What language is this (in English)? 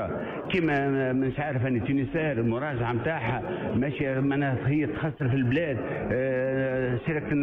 Tunisian Arabic